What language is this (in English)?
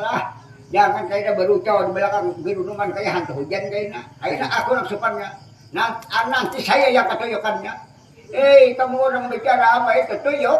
Banjar